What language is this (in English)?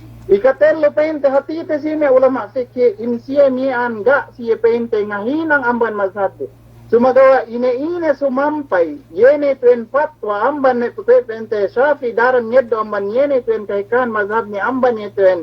Yakan